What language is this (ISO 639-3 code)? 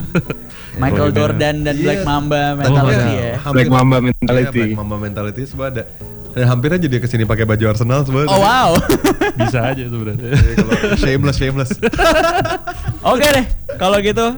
ind